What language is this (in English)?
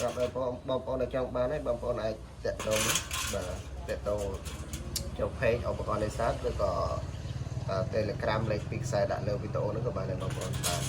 Khmer